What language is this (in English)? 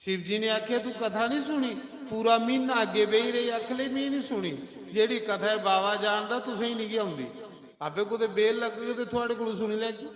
Dogri